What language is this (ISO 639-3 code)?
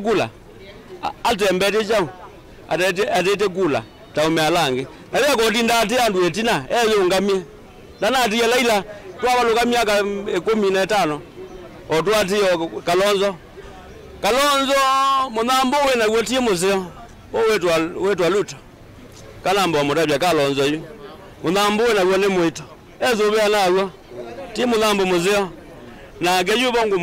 kam